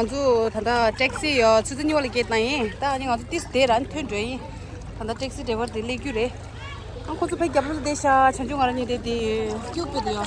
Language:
Tibetan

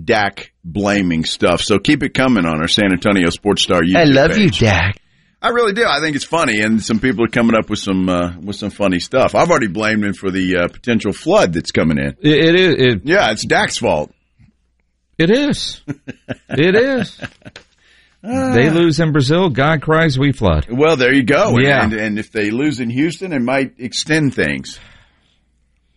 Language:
English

